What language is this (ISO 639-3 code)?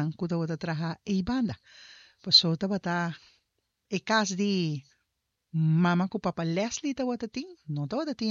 pap